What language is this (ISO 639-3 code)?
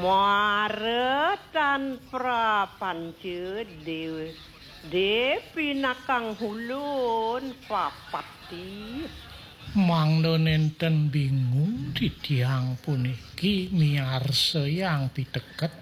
ban